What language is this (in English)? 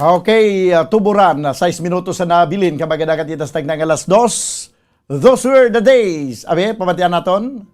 Hiligaynon